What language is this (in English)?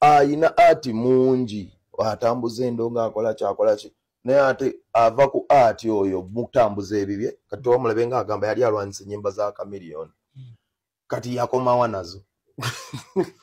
Ganda